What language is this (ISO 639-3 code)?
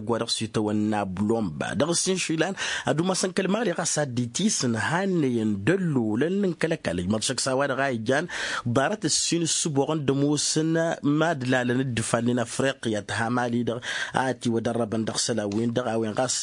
taq